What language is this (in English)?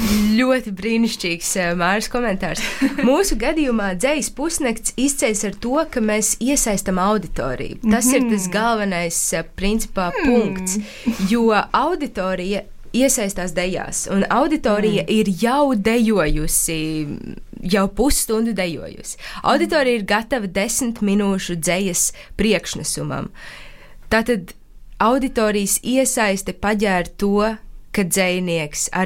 Latvian